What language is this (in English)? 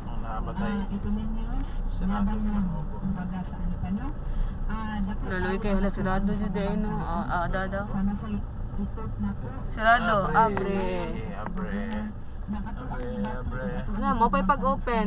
Cebuano